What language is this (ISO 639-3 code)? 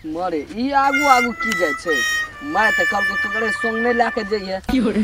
mai